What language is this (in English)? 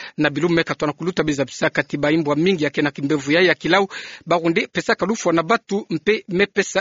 Kituba (Democratic Republic of Congo)